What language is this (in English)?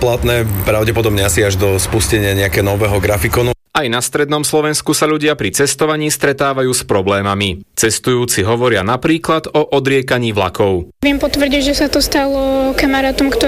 Slovak